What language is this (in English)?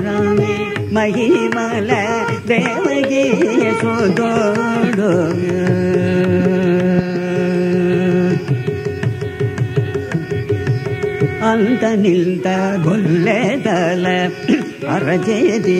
Telugu